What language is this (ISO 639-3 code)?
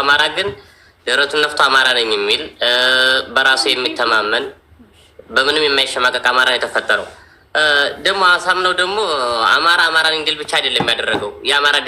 amh